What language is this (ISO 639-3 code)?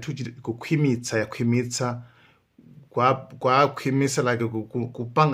nya